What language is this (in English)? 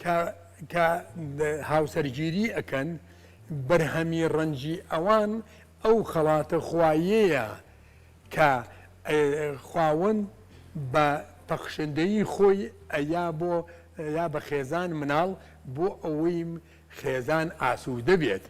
Central Kurdish